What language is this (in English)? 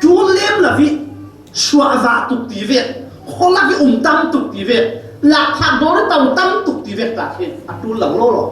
Falam Chin